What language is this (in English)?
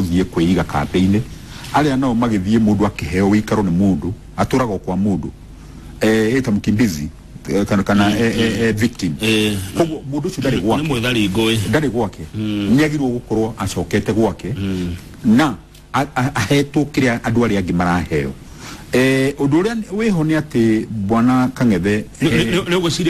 Kikuyu